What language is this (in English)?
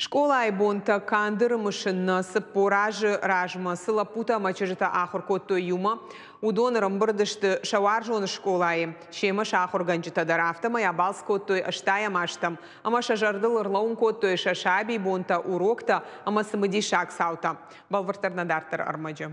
Ossetic